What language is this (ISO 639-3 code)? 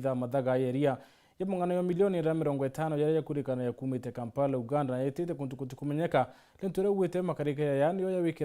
mer